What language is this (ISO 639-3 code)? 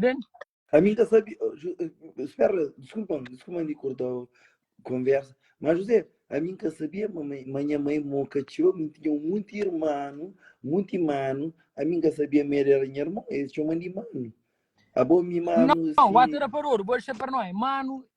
kea